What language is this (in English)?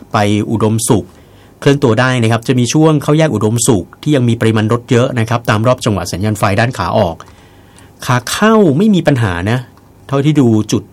Thai